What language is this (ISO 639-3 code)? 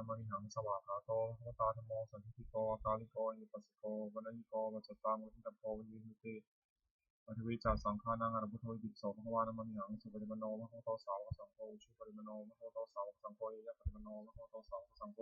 pli